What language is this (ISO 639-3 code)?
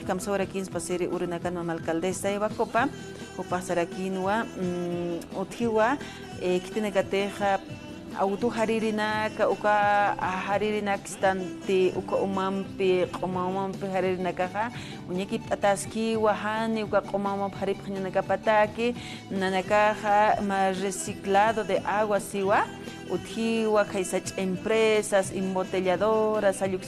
aym